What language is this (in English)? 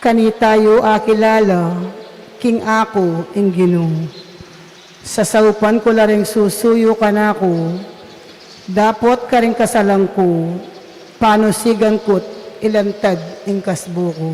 Pampanga